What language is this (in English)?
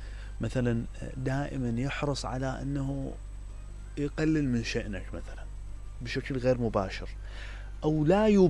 Mesopotamian Arabic